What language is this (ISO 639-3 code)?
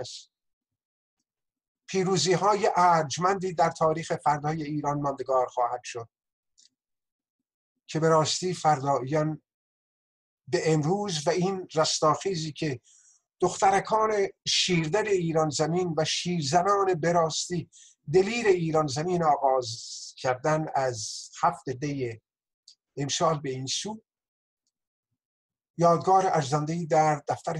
fas